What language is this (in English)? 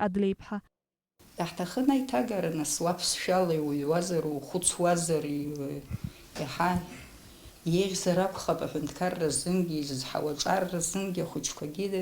Abkhazian